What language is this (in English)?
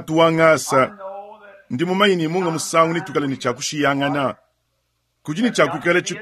Luba-Lulua